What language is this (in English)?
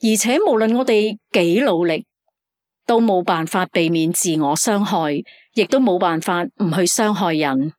Cantonese